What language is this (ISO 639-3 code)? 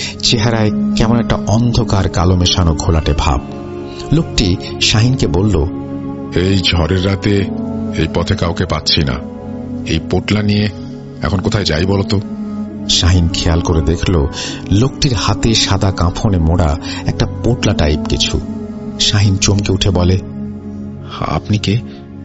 ben